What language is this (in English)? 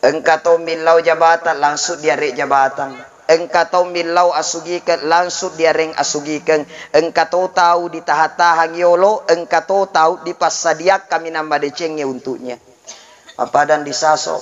Buginese